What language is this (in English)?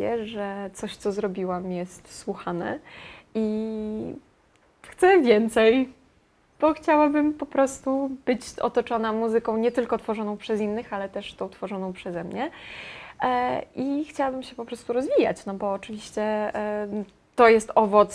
Polish